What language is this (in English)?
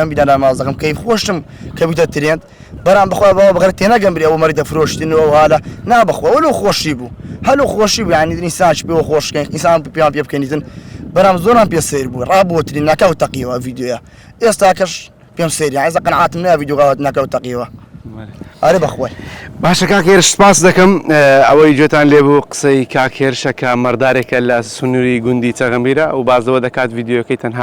Central Kurdish